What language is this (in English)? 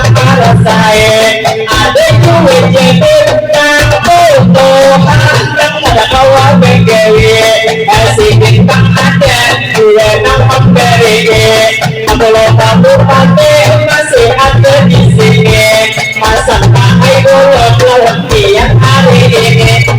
Banjar